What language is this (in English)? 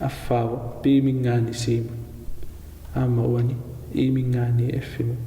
Kalaallisut